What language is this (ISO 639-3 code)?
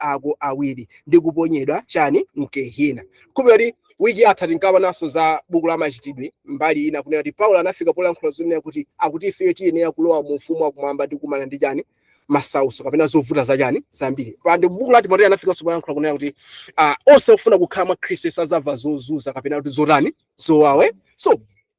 nya